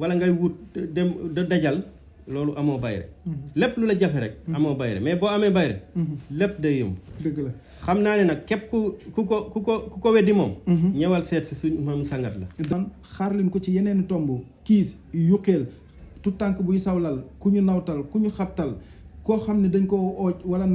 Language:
Wolof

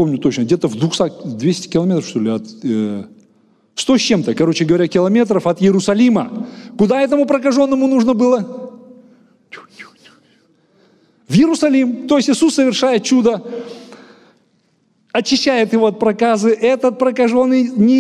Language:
Russian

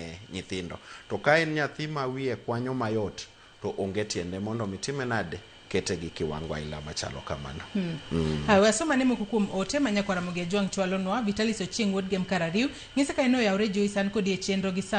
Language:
Luo (Kenya and Tanzania)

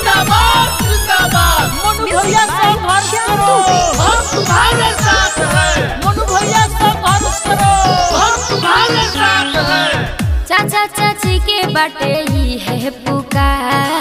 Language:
Bhojpuri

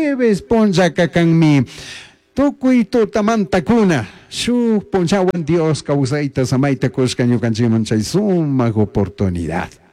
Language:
Chimborazo Highland Quichua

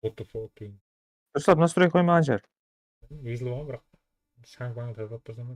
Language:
Kara-Kalpak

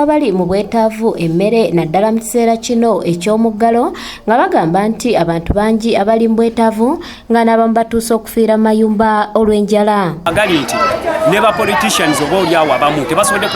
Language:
Ganda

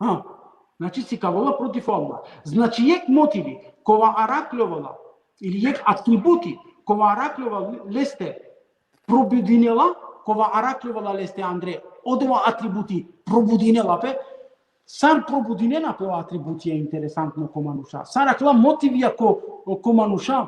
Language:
Balkan Romani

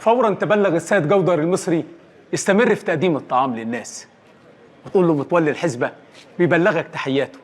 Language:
Egyptian Arabic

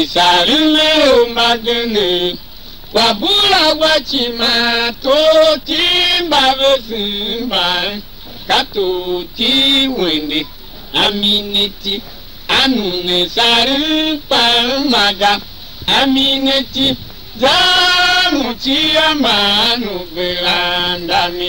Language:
Tiv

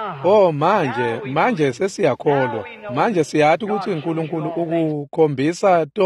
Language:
Swati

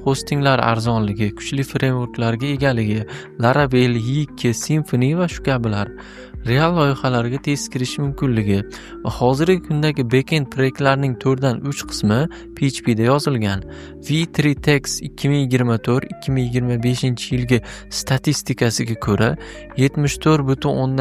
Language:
Uzbek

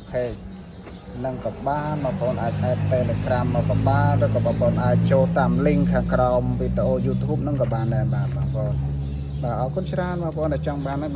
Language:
Khmer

